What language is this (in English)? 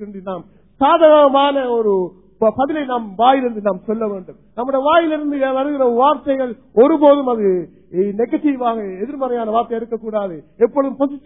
Tamil